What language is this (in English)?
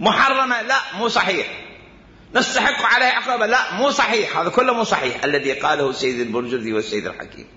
Mesopotamian Arabic